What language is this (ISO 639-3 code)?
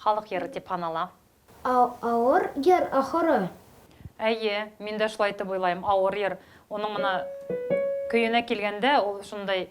bak